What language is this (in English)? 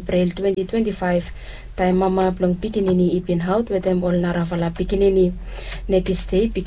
Bislama